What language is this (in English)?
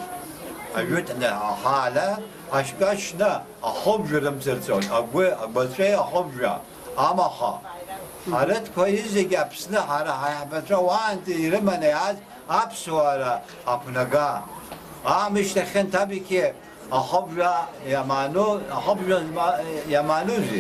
Abkhazian